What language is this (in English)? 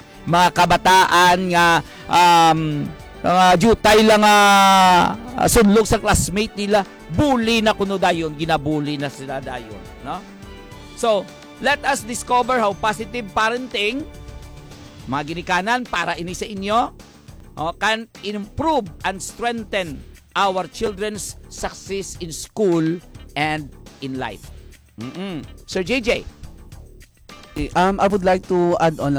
Hiligaynon